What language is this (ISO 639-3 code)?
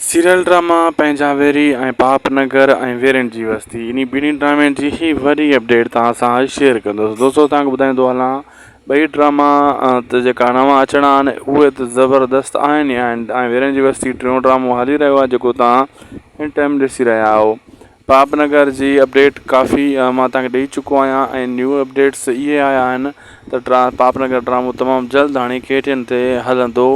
snd